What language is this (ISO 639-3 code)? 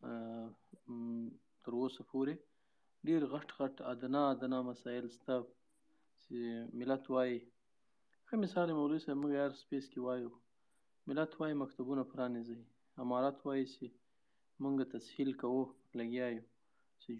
pus